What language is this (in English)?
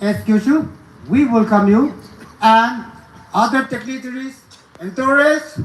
Naga Pidgin